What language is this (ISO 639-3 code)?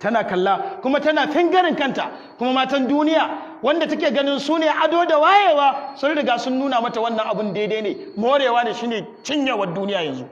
hau